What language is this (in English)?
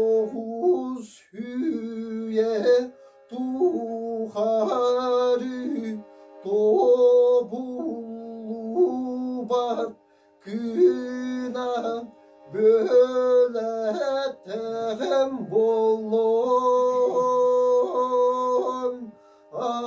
Yakut